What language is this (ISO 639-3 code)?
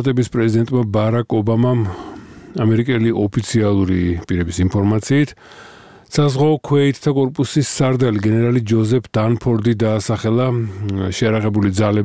kat